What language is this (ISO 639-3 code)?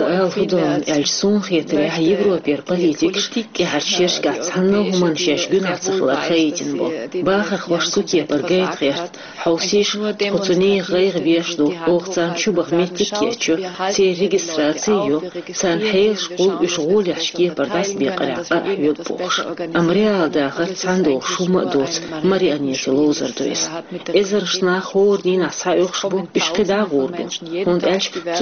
che